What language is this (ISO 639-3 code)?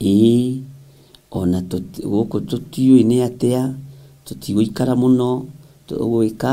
kik